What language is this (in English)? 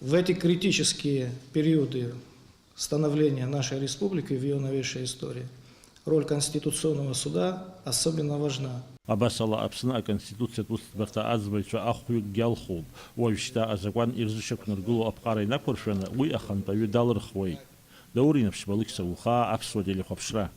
Abkhazian